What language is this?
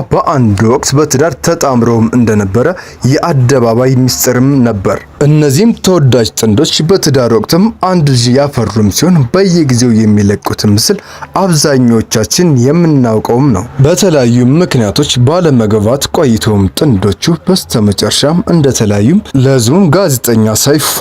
Amharic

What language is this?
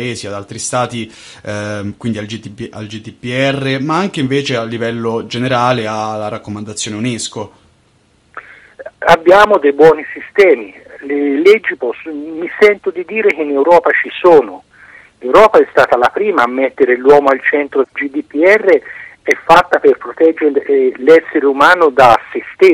Italian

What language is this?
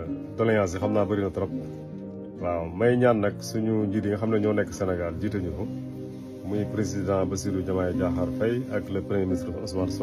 Wolof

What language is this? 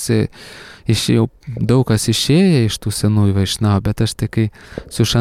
Lithuanian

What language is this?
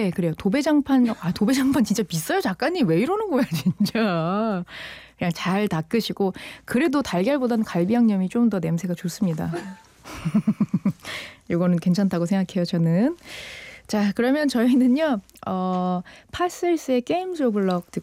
Korean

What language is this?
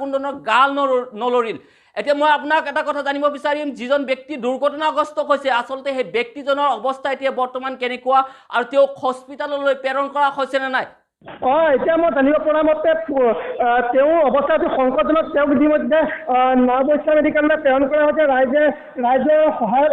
Assamese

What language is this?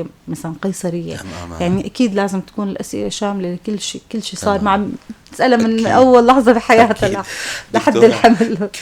North Levantine Arabic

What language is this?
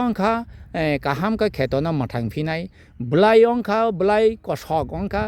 Kok Borok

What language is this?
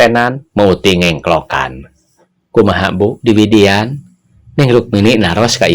Sundanese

